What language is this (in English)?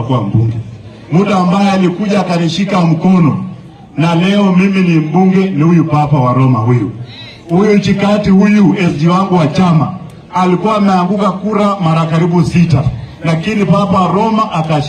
Swahili